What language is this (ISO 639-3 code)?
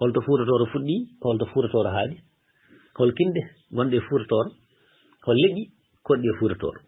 ful